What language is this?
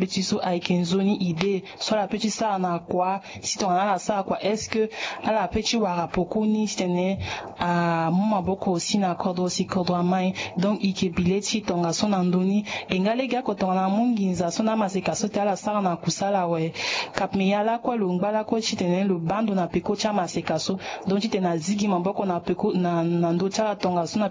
Sango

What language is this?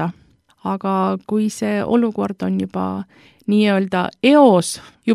Estonian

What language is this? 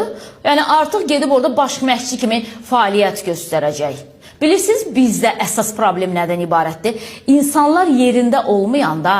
Azerbaijani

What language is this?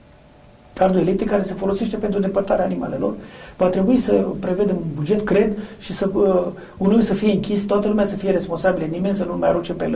Romanian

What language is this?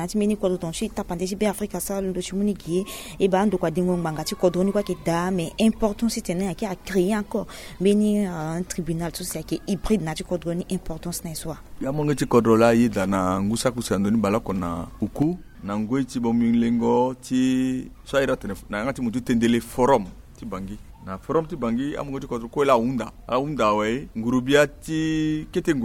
Sango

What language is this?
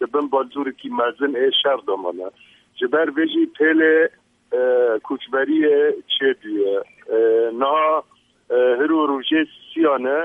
Kurdish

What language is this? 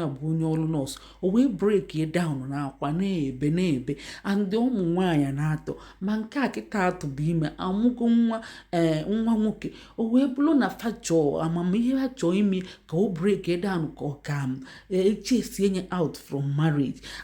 Igbo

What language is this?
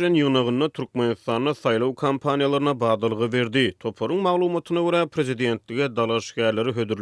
Turkmen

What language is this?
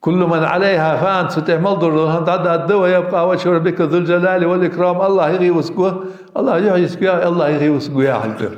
Ingush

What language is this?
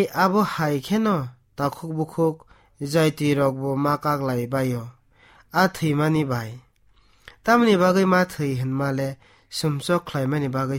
Kok Borok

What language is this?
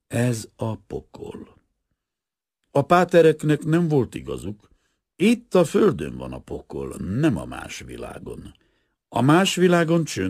Hungarian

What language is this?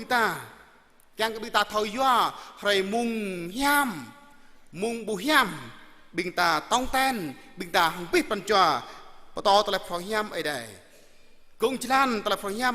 Jarai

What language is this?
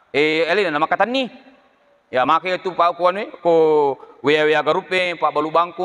Buginese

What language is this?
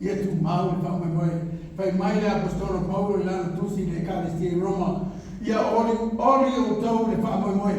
Samoan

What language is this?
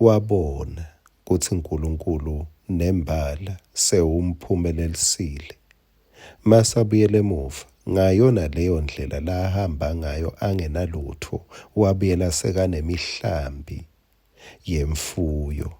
Swati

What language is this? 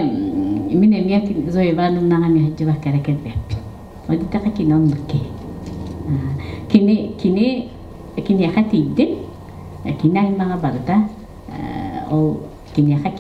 Yakut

